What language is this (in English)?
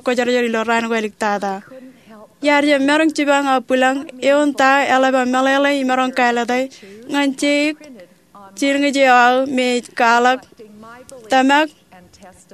Marshallese